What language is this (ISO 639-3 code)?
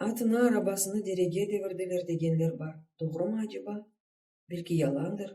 crh